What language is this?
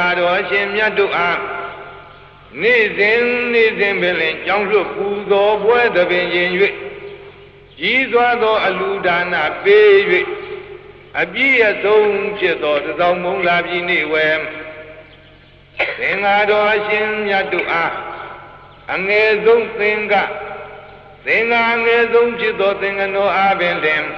Burmese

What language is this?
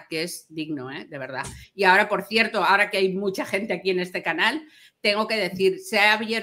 Spanish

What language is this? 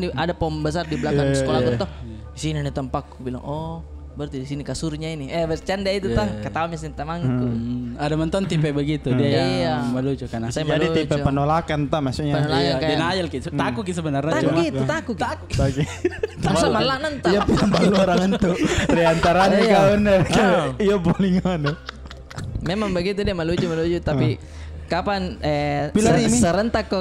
Makassar Malay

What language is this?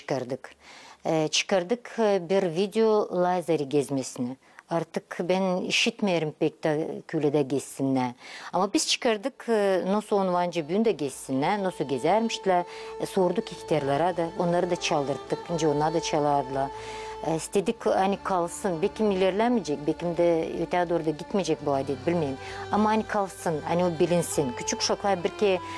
Gagauz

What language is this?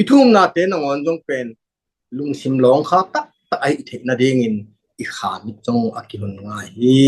Tedim Chin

